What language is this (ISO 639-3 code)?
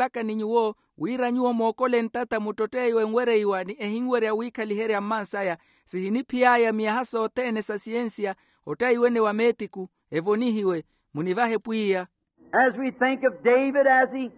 vmw